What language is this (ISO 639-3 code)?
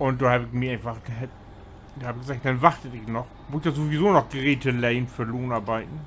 nds